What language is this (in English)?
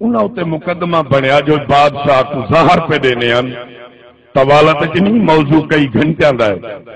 Saraiki